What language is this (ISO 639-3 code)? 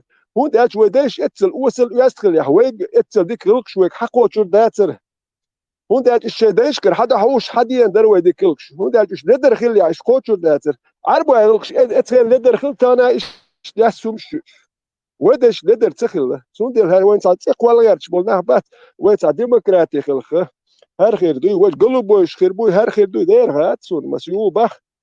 che